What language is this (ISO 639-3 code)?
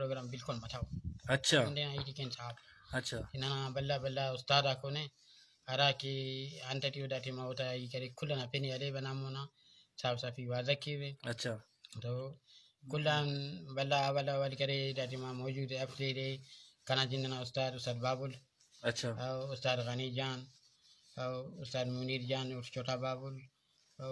brh